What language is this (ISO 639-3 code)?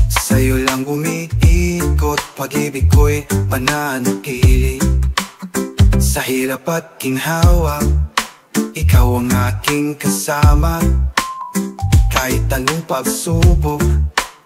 fil